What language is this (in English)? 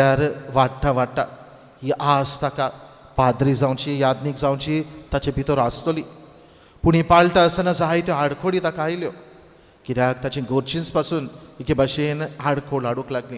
Konkani